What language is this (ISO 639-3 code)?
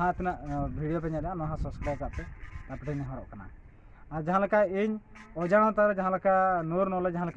sat